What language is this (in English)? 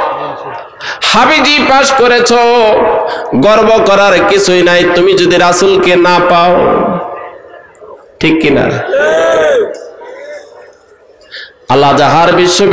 Bangla